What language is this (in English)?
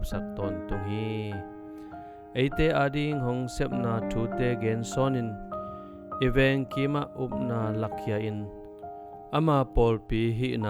Tedim Chin